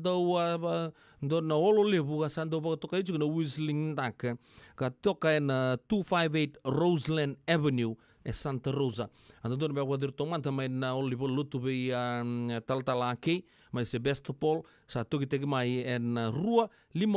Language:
Fijian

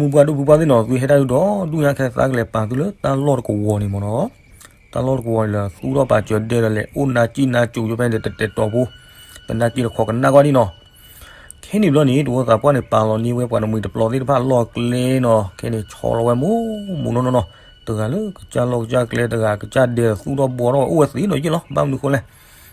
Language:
S'gaw Karen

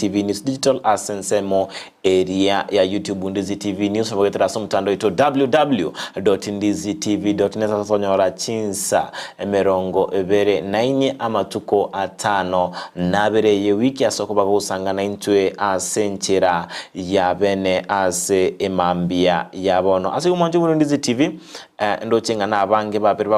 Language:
Gusii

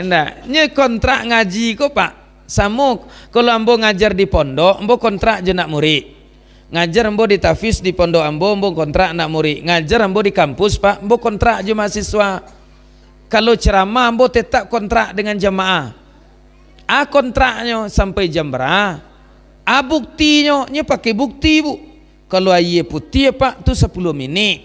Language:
Minangkabau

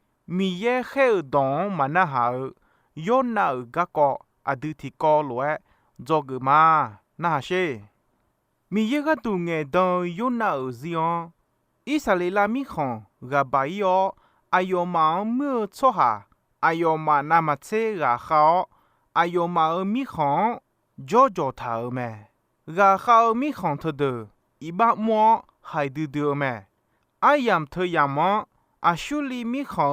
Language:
Akha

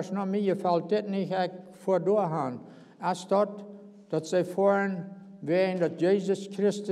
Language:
Plautdietsch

